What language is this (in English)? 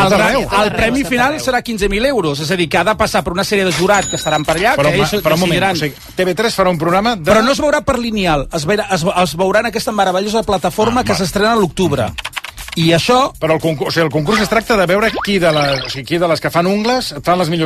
Catalan